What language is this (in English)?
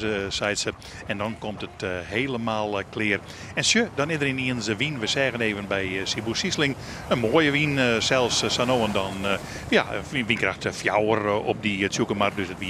Western Frisian